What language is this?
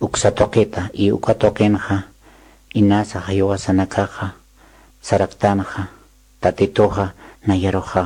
Aymara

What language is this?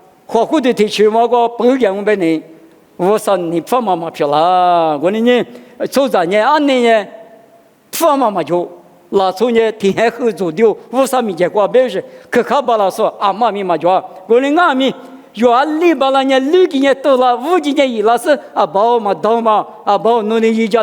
Lisu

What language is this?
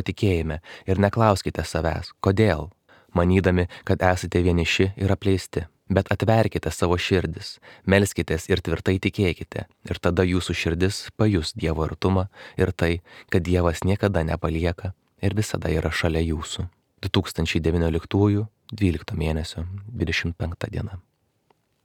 Lithuanian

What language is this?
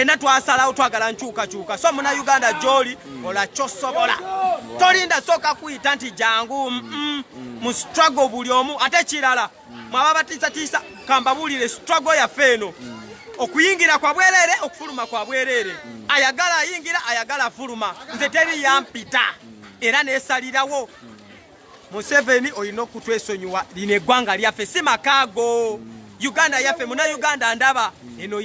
Ganda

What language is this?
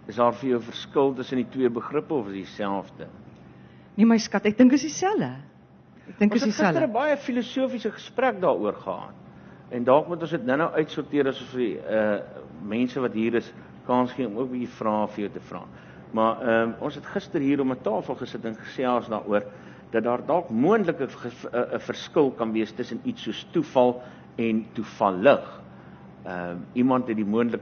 Afrikaans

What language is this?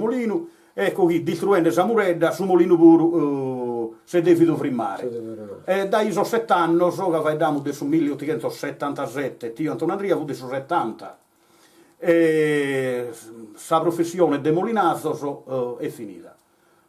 Sardinian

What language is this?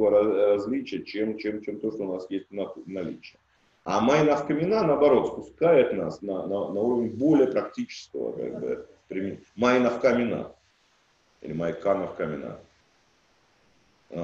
Russian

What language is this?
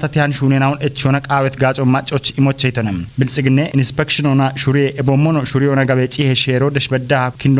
Kafa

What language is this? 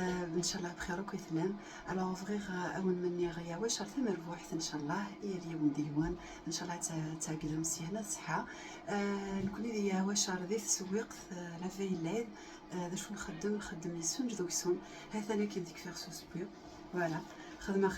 Kabyle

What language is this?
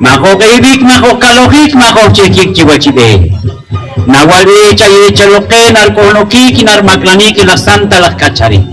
Poqomchi'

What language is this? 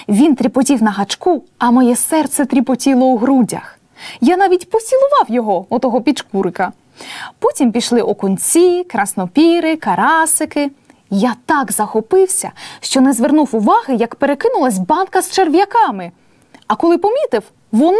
Ukrainian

